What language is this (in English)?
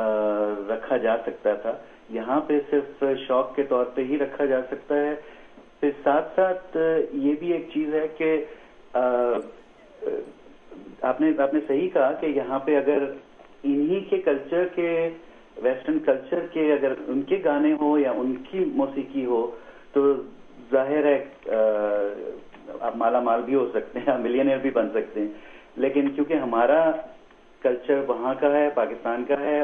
Urdu